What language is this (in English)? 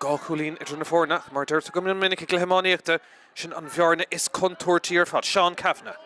Irish